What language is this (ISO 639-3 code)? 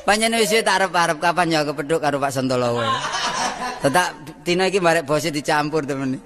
jav